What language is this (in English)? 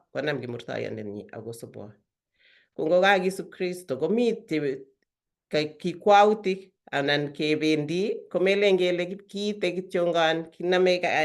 Kalenjin